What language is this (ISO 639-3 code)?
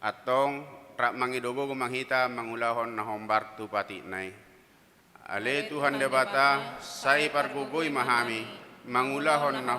bbc